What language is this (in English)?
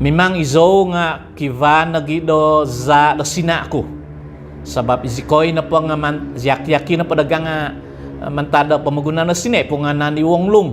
Central Dusun